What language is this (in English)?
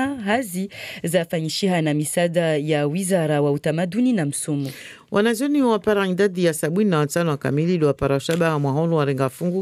French